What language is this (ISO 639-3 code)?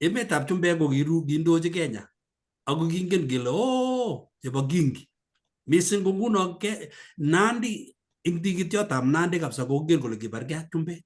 kln